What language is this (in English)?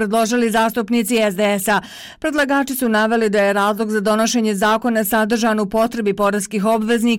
Croatian